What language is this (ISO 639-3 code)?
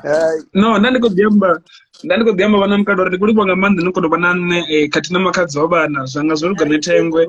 ven